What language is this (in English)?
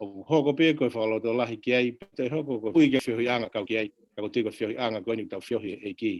Tongan